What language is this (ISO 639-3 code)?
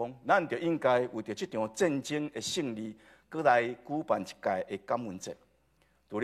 nan